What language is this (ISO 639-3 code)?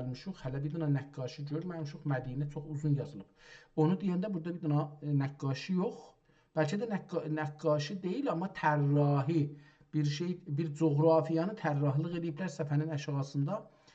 azb